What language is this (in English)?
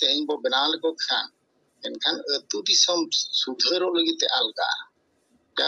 Santali